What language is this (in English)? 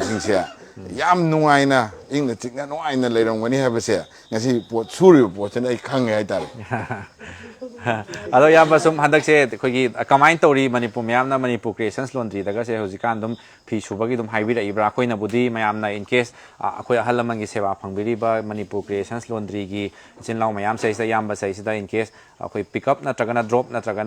Manipuri